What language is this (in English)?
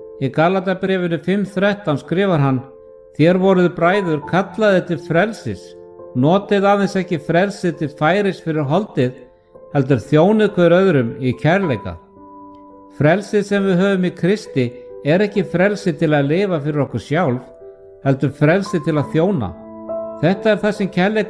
Icelandic